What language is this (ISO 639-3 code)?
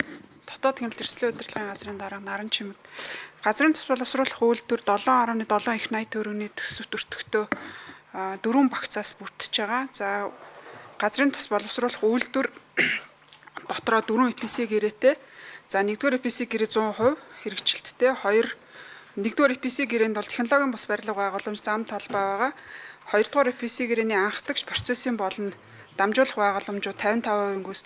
mon